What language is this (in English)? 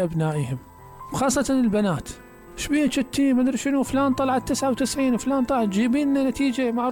Mesopotamian Arabic